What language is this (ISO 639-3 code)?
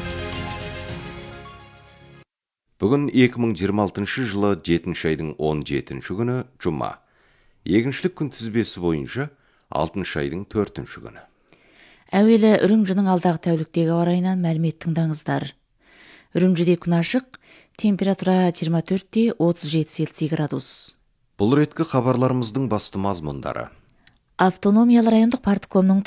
kaz